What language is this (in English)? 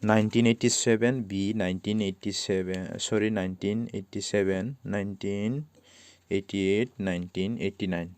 Kok Borok